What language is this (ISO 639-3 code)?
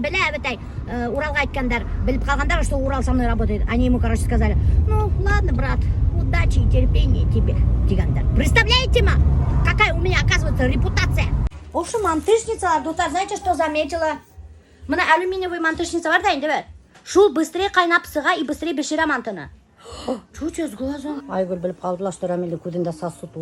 bak